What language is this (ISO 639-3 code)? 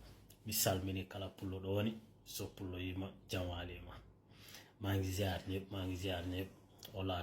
ful